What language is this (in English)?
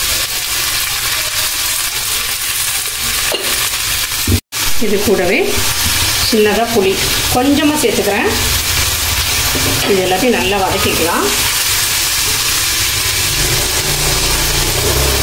Tamil